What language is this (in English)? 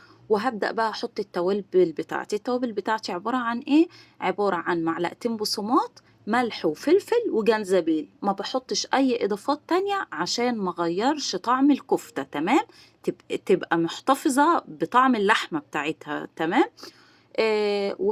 Egyptian Arabic